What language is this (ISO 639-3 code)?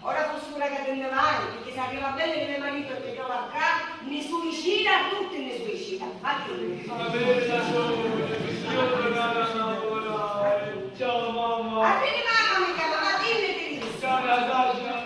scn